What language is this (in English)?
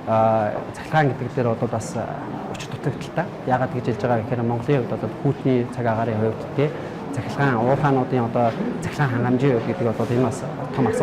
Mongolian